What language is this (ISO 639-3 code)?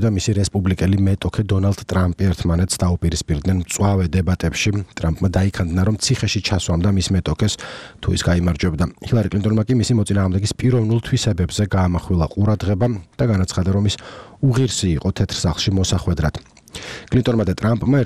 kat